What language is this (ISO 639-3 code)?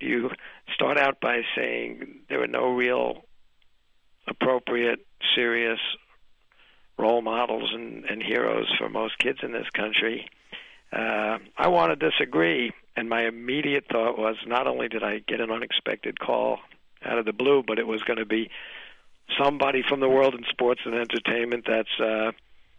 eng